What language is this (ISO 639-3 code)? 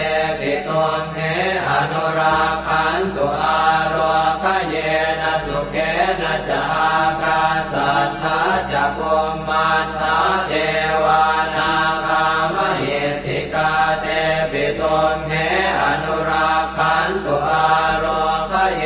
pli